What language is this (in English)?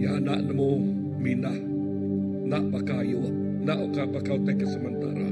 Iban